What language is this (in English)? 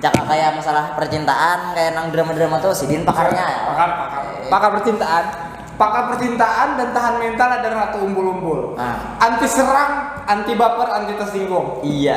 Banjar